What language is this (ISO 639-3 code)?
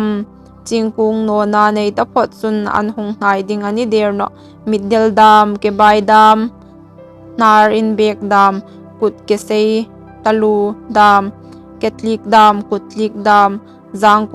hmr